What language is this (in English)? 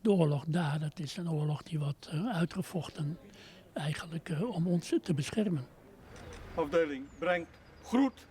Western Frisian